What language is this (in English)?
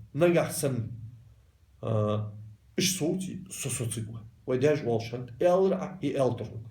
Ingush